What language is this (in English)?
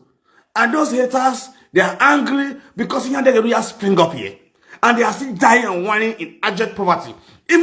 Nigerian Pidgin